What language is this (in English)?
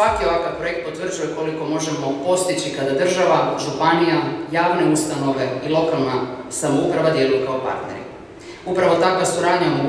Croatian